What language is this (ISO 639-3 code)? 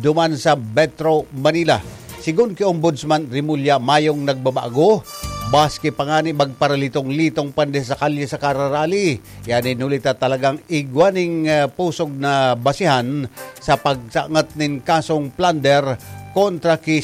bik